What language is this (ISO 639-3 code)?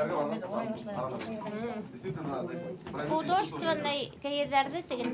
bak